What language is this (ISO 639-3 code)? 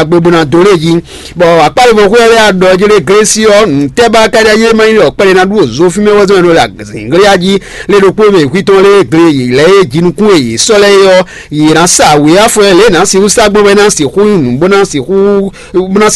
fon